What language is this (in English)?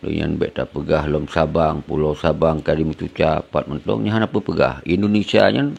Achinese